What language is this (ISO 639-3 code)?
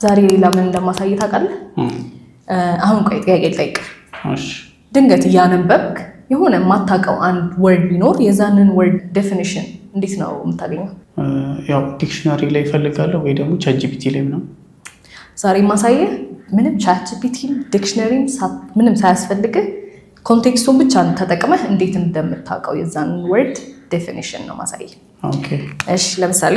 amh